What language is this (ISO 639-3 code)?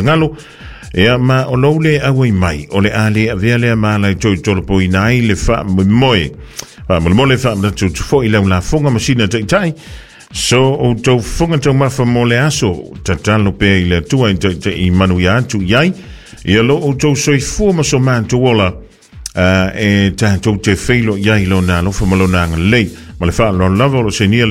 smo